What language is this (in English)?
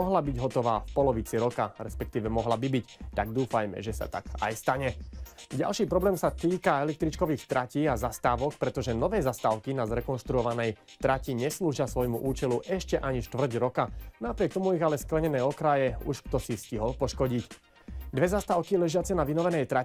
Slovak